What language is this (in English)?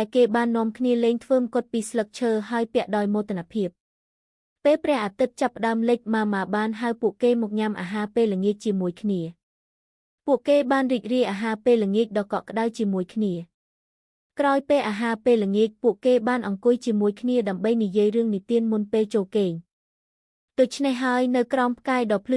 Khmer